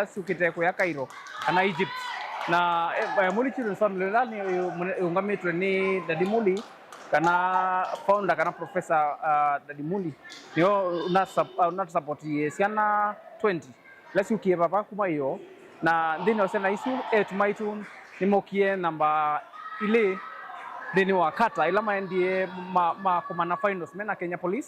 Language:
Kamba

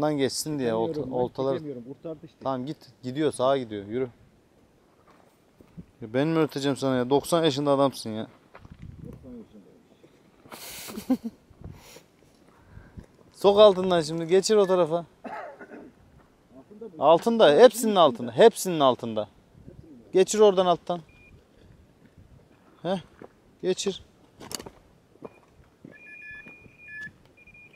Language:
Turkish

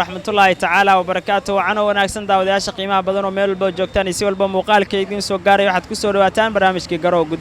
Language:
Somali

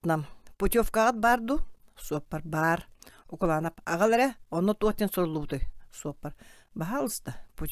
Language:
Yakut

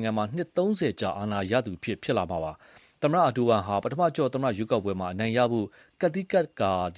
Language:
Burmese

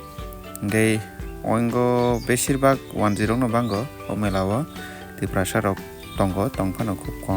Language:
Kok Borok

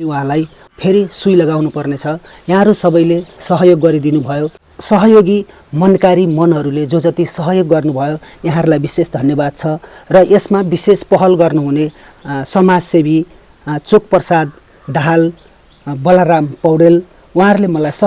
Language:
Nepali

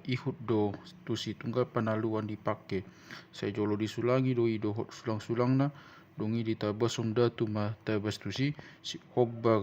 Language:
Batak Toba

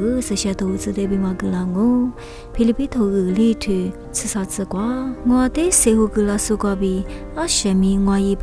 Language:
Lisu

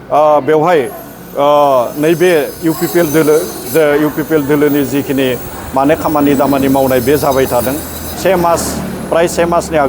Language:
Bodo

